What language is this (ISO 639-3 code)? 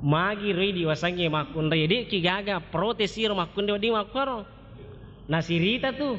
bug